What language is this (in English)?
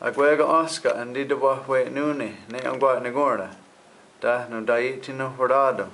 Mohawk